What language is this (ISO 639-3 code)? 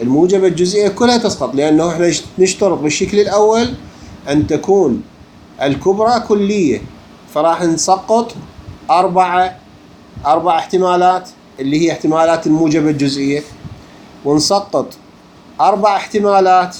acm